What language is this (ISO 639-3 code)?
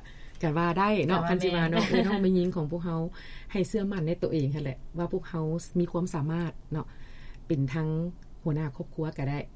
lao